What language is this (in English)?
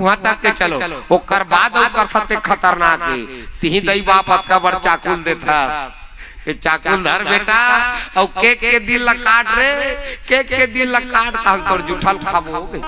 Chhattisgarhi